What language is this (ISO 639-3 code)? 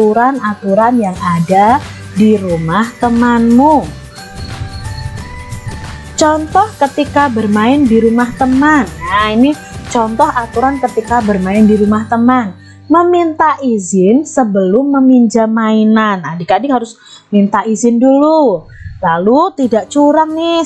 ind